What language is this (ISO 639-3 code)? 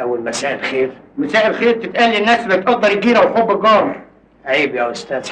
arz